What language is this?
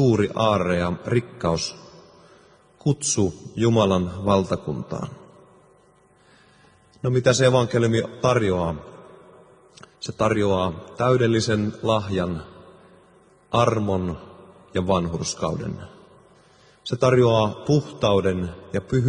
Finnish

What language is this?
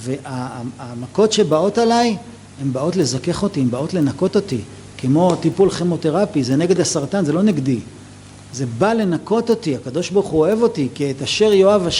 Hebrew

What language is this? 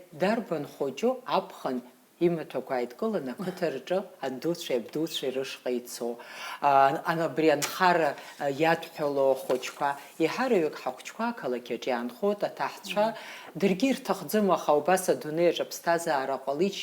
Abkhazian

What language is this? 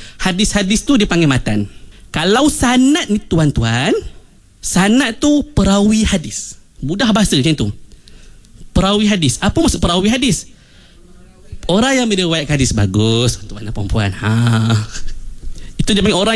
Malay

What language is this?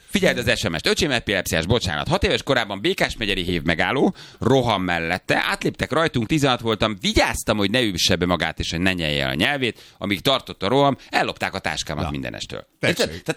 Hungarian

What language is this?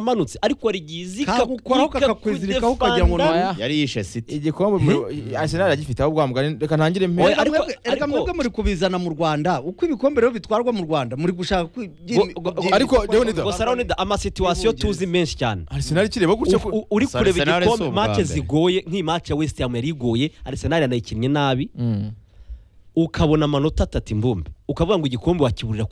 Kinyarwanda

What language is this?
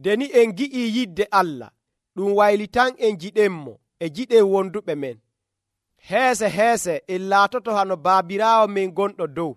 Nigerian Fulfulde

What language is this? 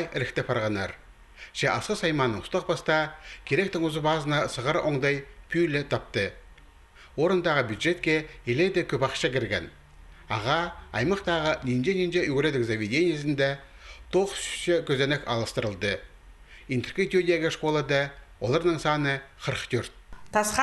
Khakas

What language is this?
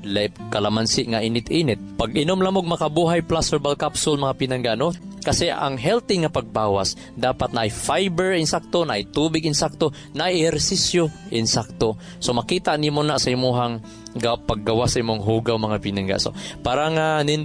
Cebuano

